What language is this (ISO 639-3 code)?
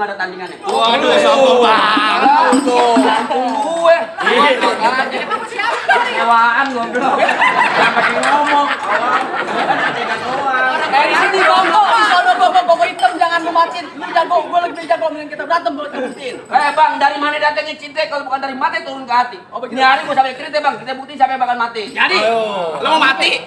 bew